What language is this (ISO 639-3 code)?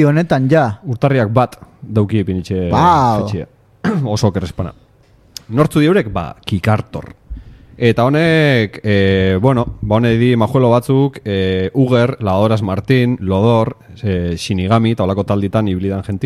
eus